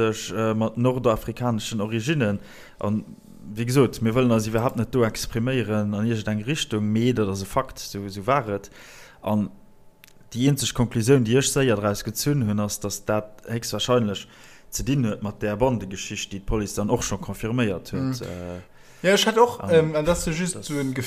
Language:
Luxembourgish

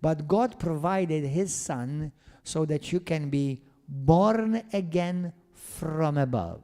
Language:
English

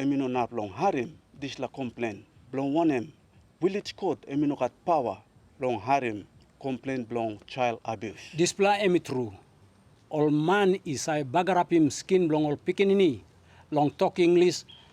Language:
Tok Pisin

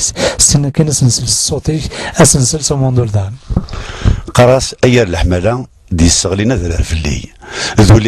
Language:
Kabyle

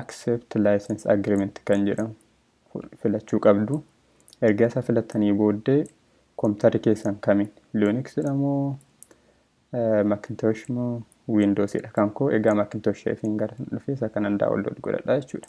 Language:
Oromo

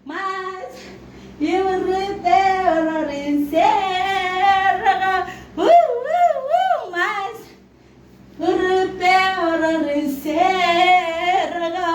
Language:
Marshallese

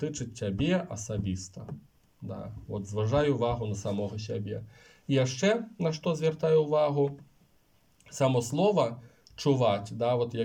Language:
Belarusian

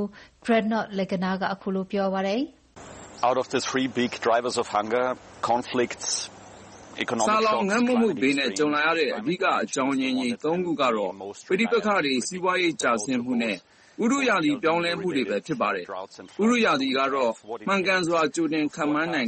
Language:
Burmese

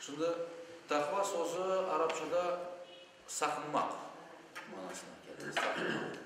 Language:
Crimean Tatar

